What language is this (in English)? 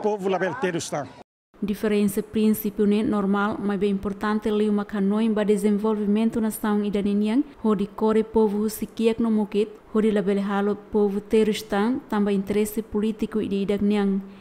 Tetum